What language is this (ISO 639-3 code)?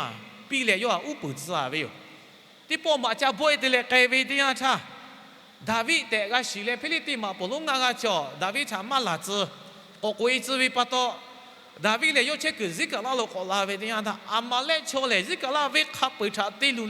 lhu